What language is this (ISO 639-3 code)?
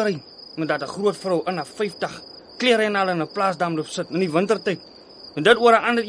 afr